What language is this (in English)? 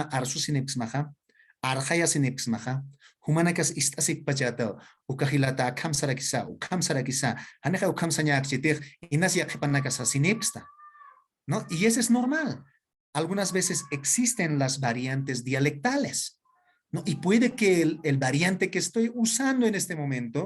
Aymara